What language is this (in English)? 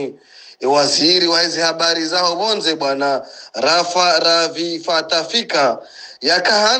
Swahili